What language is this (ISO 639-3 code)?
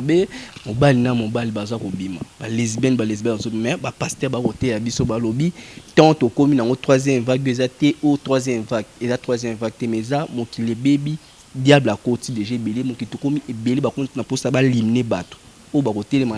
lin